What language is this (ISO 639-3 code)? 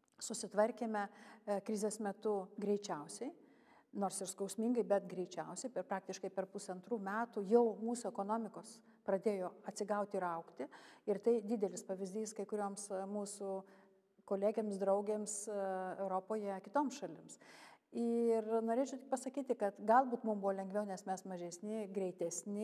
lit